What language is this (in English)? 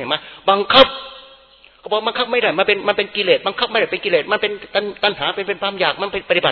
Thai